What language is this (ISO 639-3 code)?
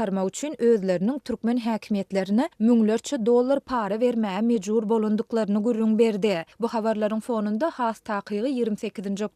tuk